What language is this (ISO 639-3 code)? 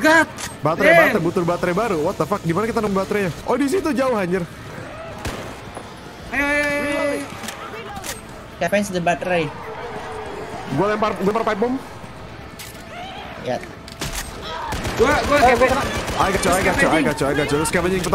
ind